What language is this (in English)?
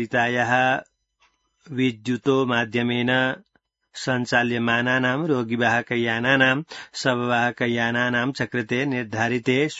Sanskrit